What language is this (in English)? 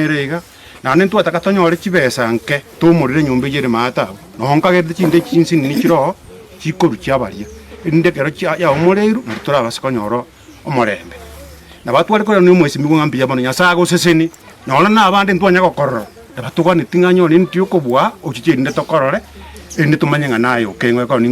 Gusii